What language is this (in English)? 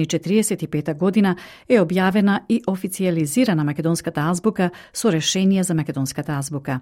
Macedonian